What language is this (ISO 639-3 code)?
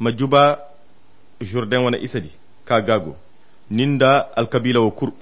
khq